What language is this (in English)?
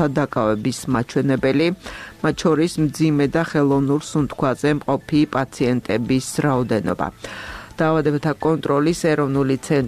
Georgian